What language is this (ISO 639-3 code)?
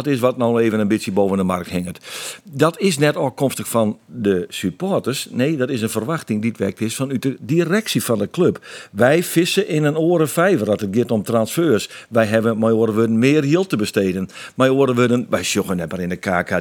fry